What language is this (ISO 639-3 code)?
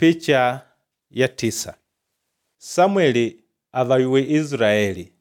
kde